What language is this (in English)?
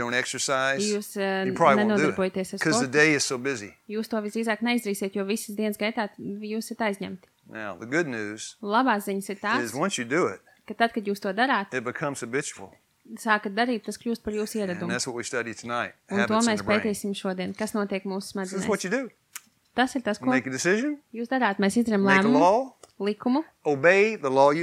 Latvian